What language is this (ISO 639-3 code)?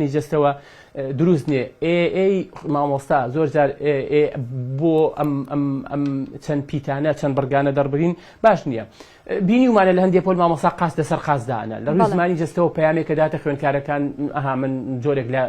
ckb